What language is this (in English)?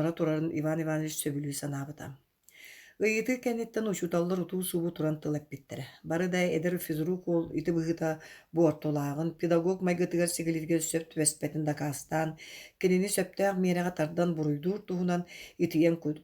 Yakut